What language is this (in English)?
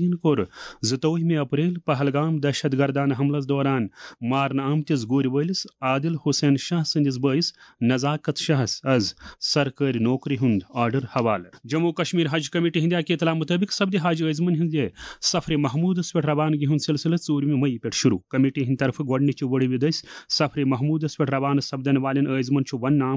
Kashmiri